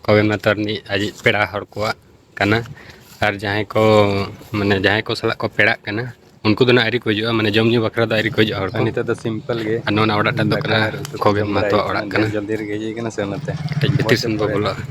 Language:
Santali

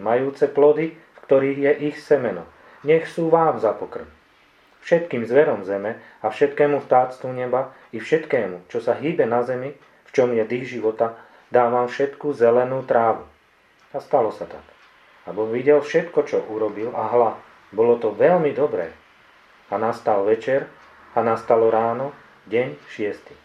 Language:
Slovak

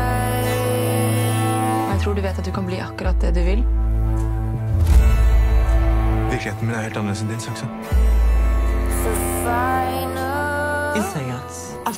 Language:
Norwegian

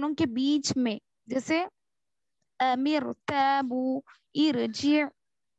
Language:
Urdu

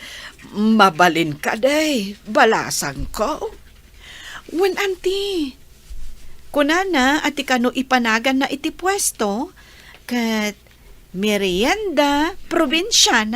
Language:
Iloko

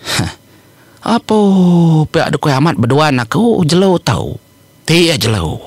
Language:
Iban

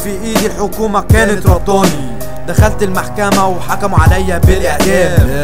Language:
Egyptian Arabic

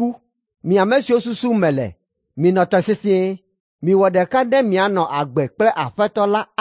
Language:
Ewe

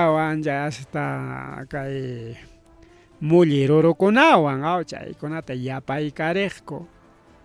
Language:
Ayacucho Quechua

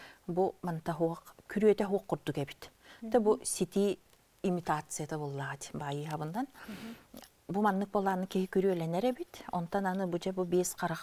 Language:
Yakut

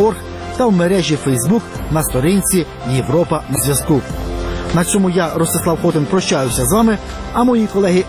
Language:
Ukrainian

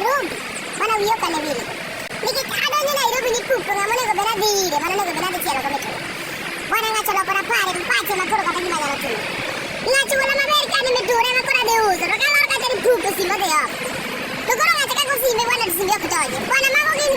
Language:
Luo (Kenya and Tanzania)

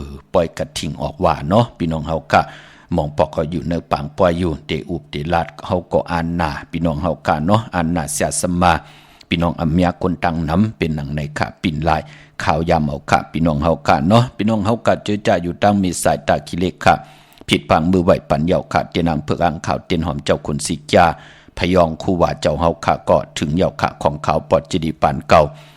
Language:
Shan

